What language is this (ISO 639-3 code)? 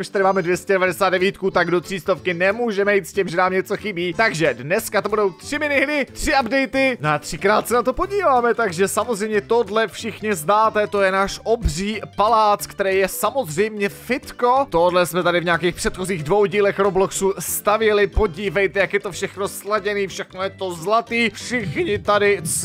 ces